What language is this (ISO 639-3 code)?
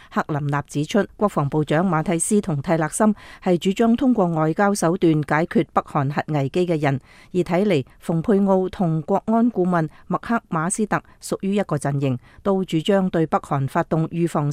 yue